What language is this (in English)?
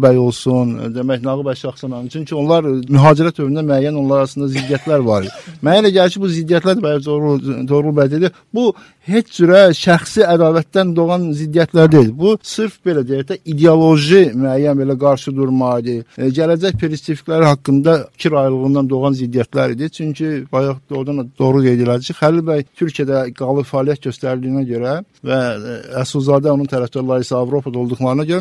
Azerbaijani